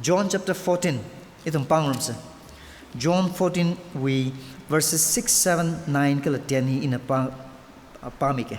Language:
Tangkhul Naga (India)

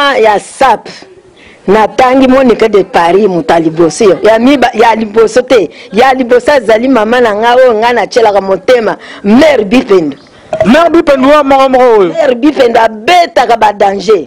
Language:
Lingala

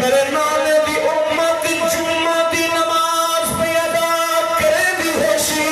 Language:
Saraiki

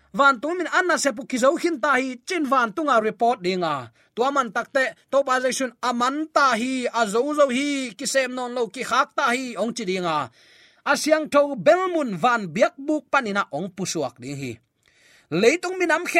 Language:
Tedim Chin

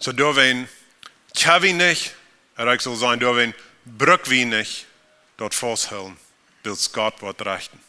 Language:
Plautdietsch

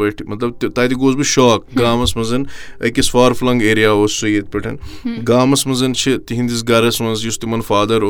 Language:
Kashmiri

